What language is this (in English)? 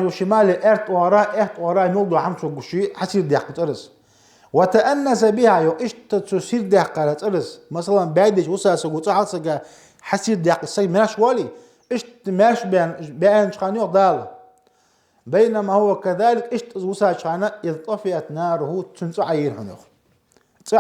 Ingush